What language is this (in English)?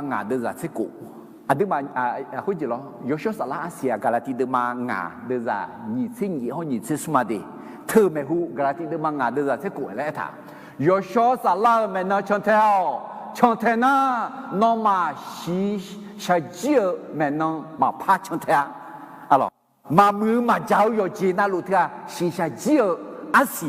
Akha